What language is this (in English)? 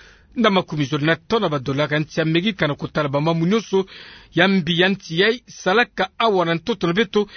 Kituba (Democratic Republic of Congo)